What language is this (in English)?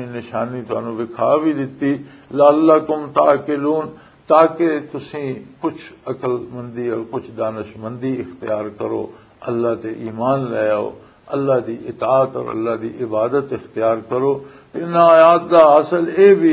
Western Panjabi